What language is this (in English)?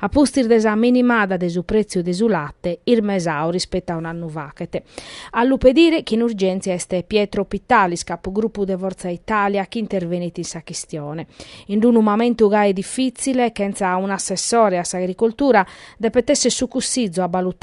Sardinian